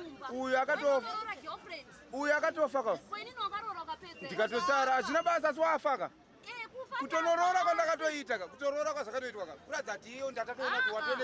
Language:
Shona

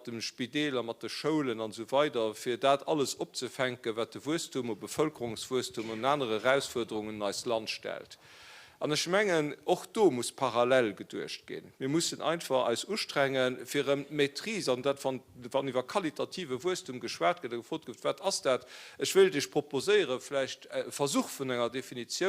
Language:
Luxembourgish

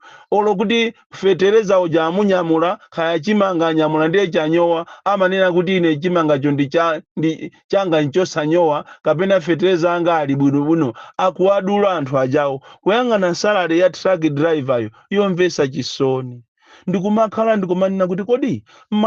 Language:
Nyanja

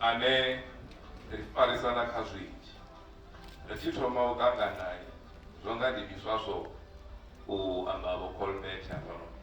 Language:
Venda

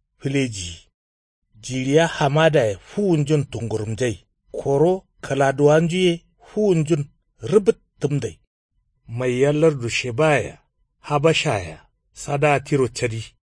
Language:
Kanuri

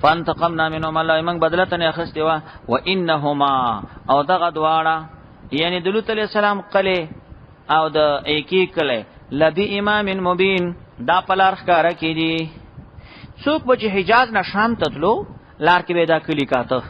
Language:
Pashto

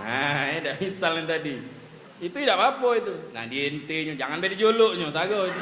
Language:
Musi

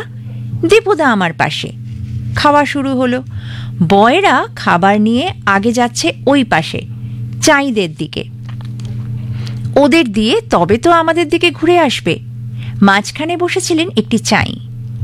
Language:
Bangla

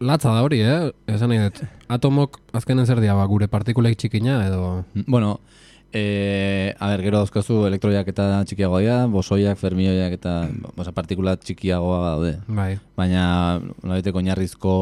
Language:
Basque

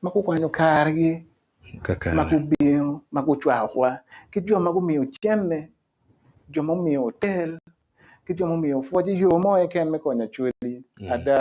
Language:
Acoli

